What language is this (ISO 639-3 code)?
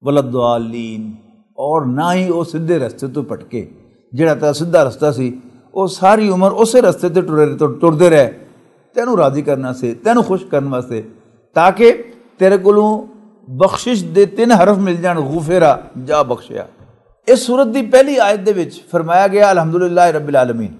lah